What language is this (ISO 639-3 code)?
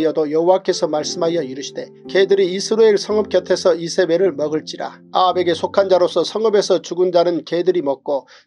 kor